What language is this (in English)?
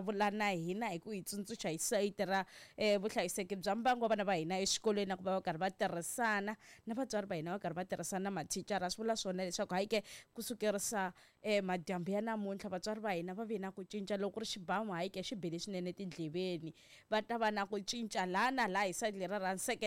Tsonga